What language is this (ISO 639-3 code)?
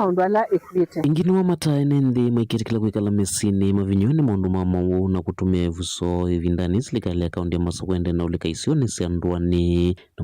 kam